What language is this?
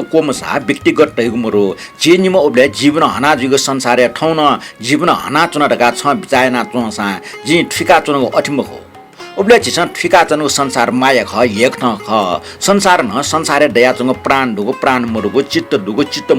Newari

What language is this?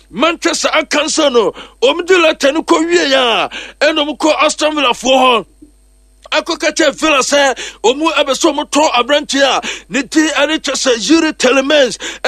Akan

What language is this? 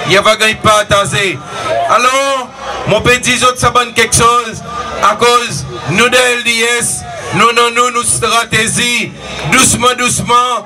Seselwa Creole French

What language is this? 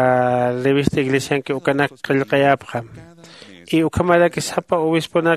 Aymara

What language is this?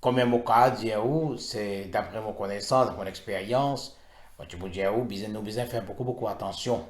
Morisyen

